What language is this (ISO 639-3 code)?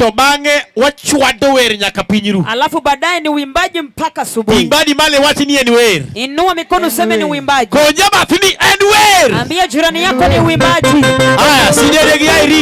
luo